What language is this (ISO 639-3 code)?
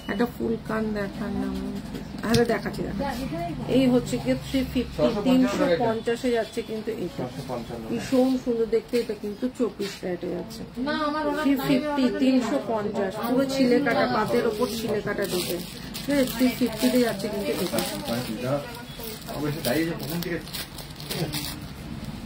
ben